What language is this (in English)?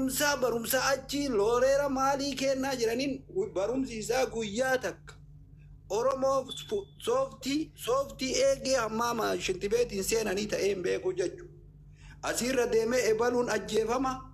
Oromo